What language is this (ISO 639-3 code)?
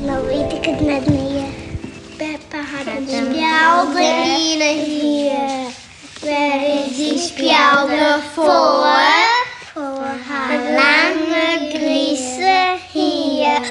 fry